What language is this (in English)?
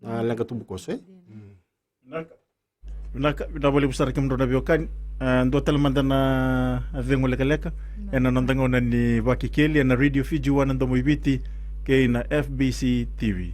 Fijian